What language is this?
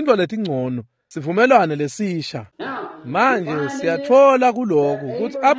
Swati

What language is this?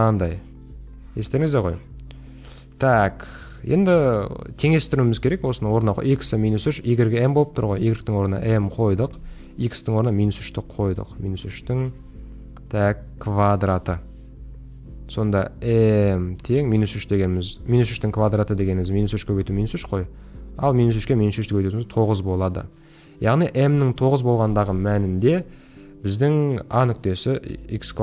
Kazakh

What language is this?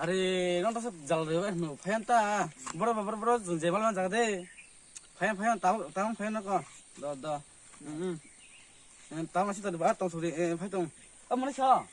Kok Borok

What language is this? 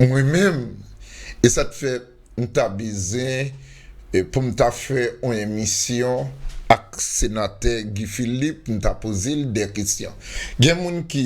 Haitian Creole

